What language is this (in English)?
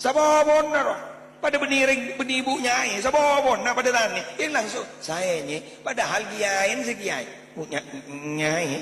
Madurese